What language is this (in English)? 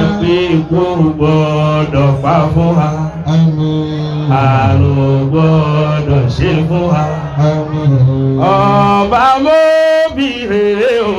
Yoruba